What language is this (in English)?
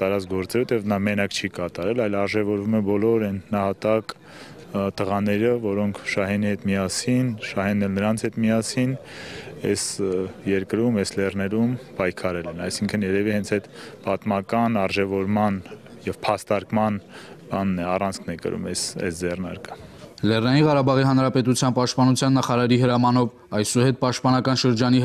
Armenian